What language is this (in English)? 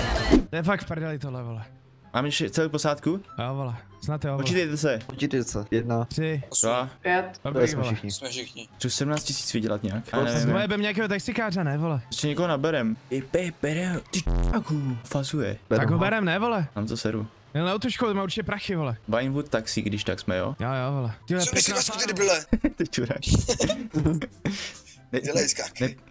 Czech